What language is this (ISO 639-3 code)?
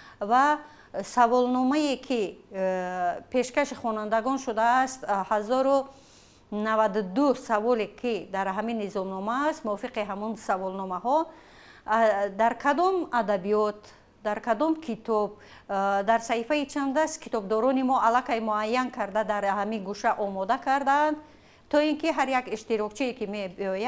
tgk